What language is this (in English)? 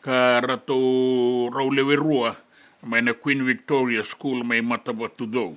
Fijian